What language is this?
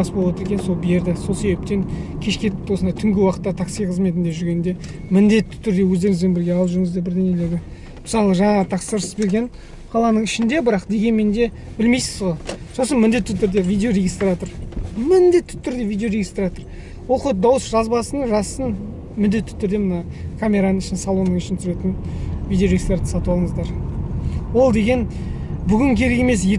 Kazakh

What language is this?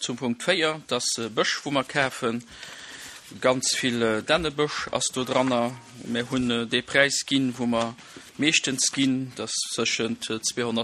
Luxembourgish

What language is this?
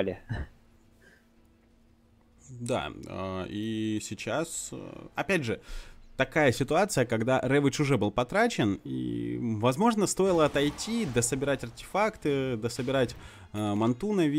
Russian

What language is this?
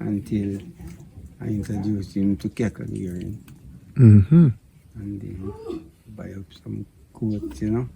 Jamaican Creole English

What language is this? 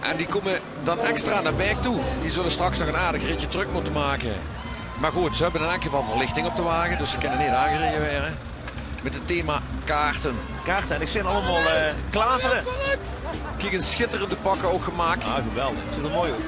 Limburgish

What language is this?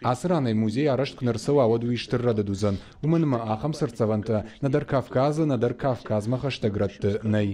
Ossetic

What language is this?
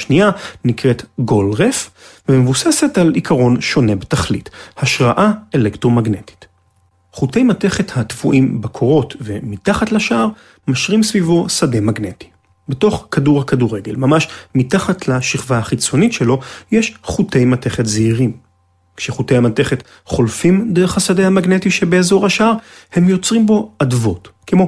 Hebrew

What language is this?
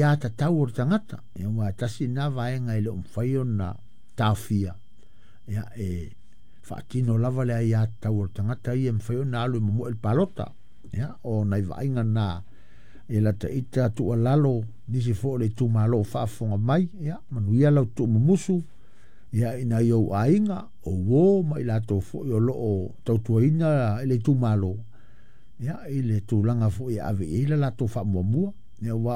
Samoan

